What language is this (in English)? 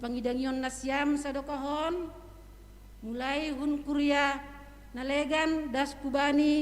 Batak Simalungun